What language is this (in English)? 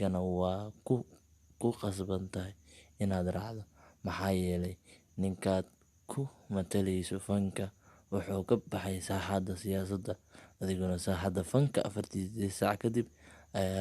Somali